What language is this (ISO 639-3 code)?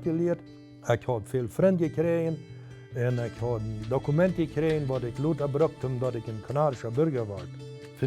pdt